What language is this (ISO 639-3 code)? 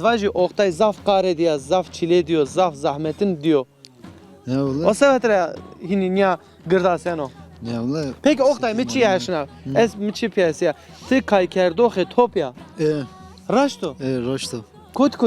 zza